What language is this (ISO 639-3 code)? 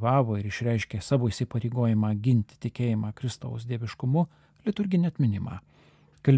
lit